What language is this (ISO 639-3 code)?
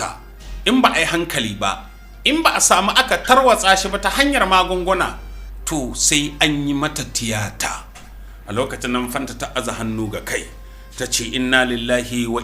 hau